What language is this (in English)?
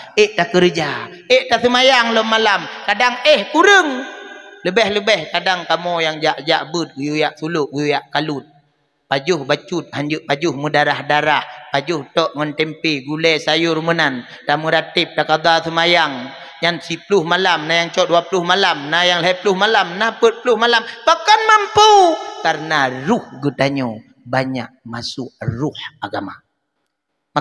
Achinese